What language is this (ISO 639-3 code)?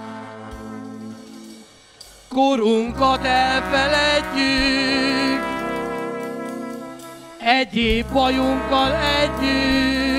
hun